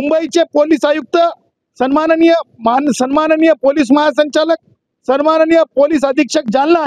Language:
Marathi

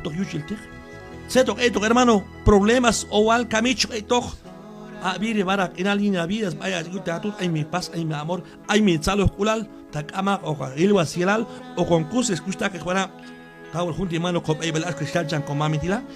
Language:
Q'anjob'al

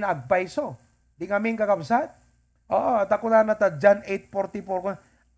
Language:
Iloko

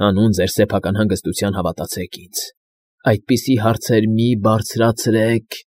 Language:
Armenian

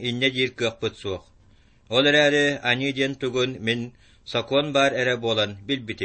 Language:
Yakut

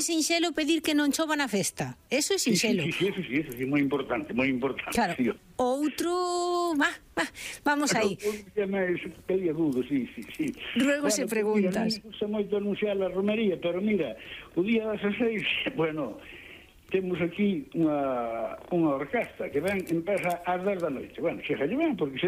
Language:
Galician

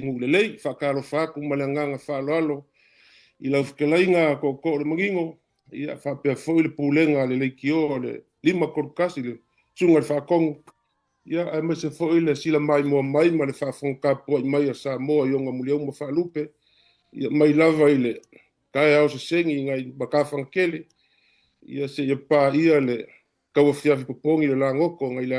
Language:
Samoan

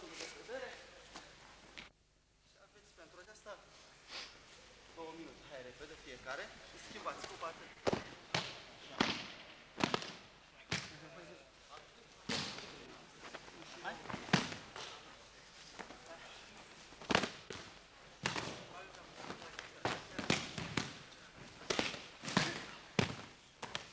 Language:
Romanian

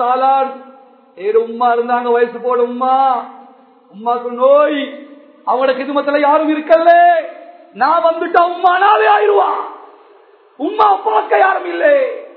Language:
Tamil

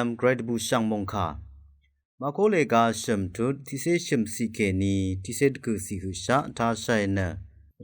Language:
Rawang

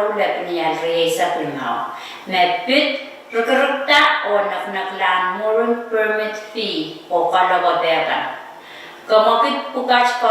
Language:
Pohnpeian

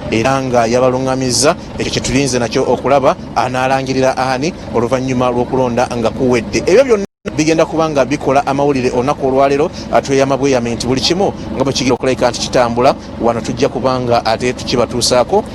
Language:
Ganda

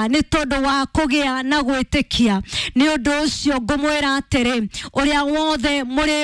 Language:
Kikuyu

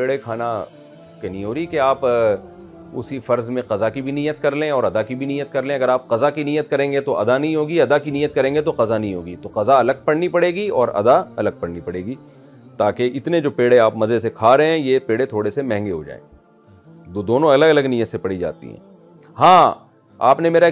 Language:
Hindi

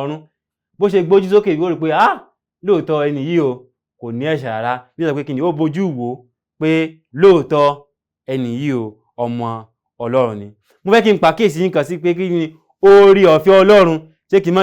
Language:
Yoruba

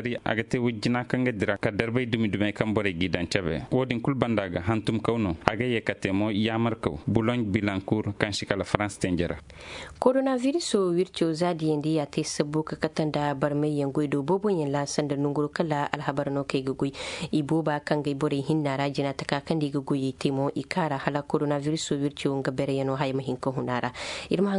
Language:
Zarma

